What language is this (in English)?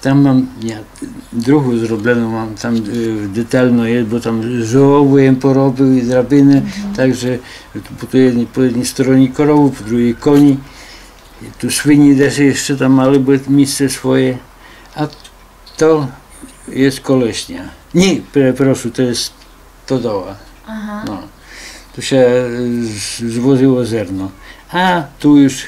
Rusyn